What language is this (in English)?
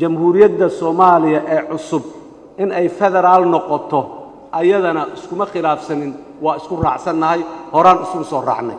Somali